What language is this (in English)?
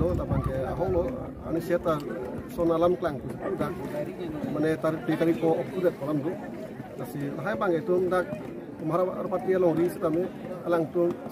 Karbi